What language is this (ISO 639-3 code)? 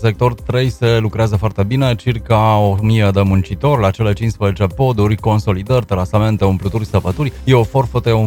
ron